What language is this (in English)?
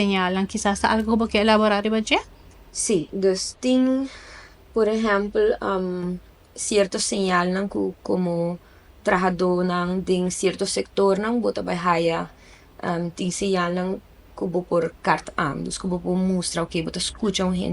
Papiamento